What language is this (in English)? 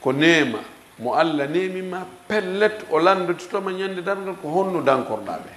Fula